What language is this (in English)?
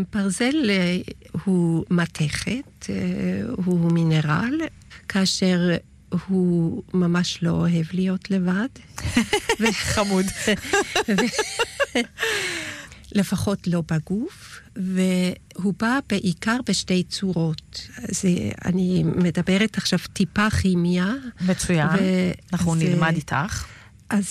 Hebrew